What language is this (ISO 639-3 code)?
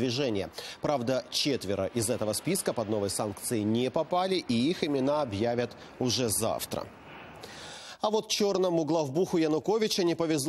rus